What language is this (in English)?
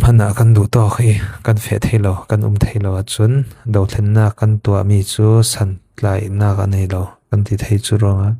Falam Chin